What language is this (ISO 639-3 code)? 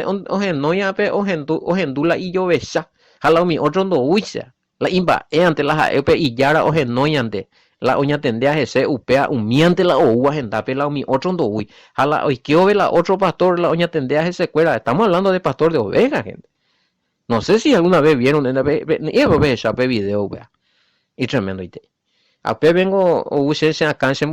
grn